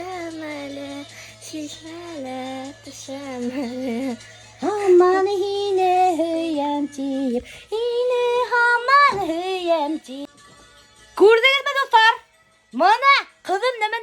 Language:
Bashkir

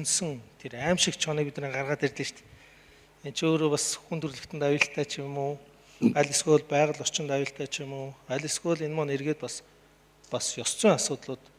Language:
Mongolian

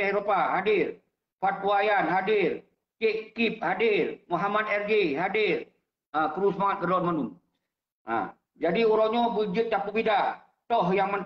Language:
Achinese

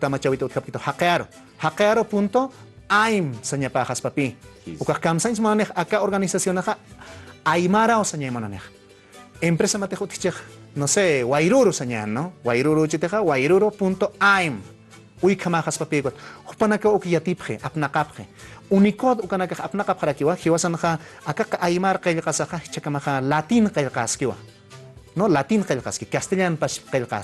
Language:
Aymara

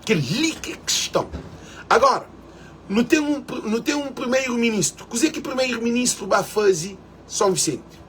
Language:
Kabuverdianu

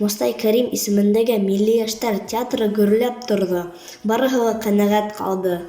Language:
Bashkir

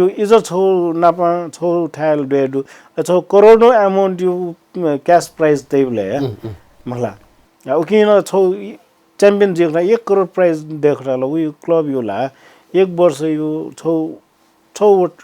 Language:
Newari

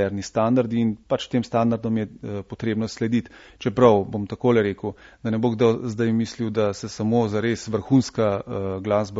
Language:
Slovenian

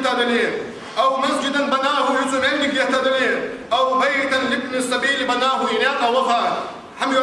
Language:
Ingush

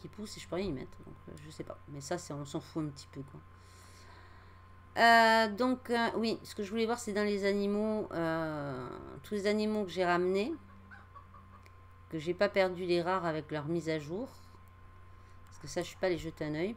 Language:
French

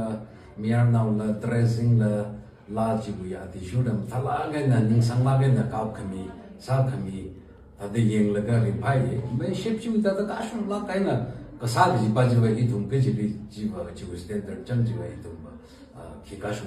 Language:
Tangkhul Naga (India)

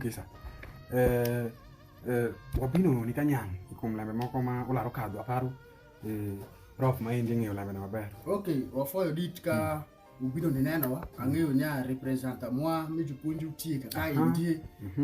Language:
Alur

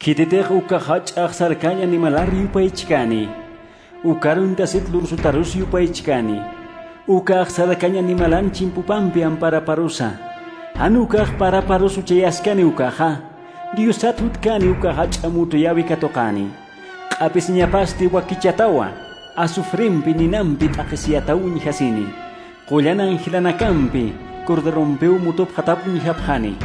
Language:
Aymara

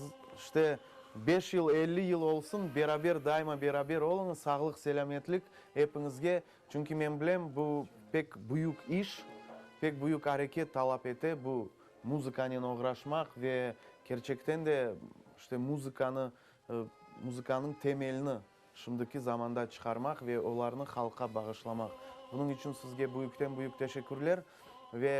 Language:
Crimean Tatar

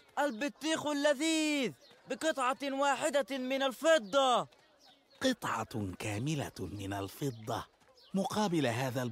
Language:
Mesopotamian Arabic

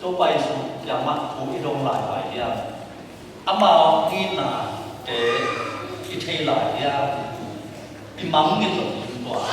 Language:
Tedim Chin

